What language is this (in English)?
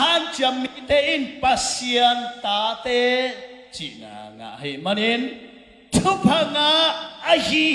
Tedim Chin